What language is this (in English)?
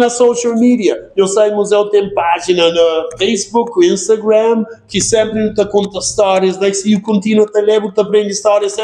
Kabuverdianu